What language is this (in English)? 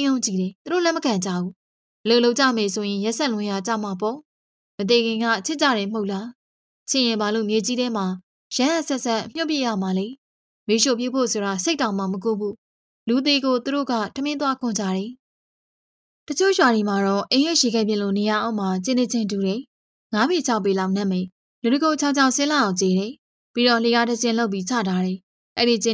Burmese